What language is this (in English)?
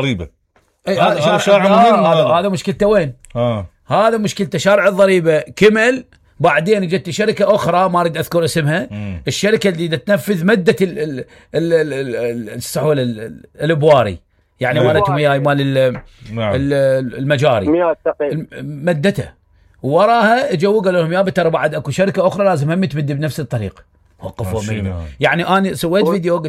Mesopotamian Arabic